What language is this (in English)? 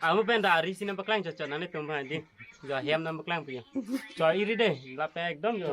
Karbi